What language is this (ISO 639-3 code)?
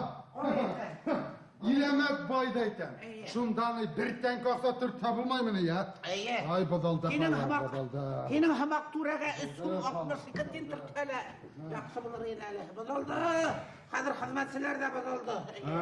bak